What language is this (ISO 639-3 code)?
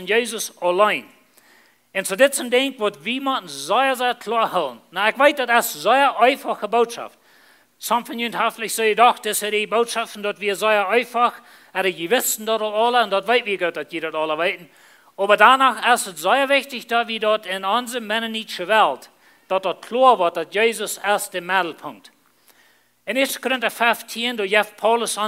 pdt